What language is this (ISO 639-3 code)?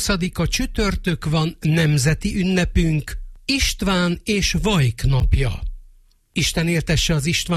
hun